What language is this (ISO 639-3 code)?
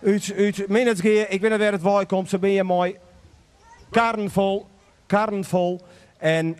fry